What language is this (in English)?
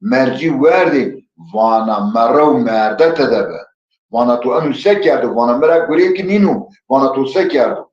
Zaza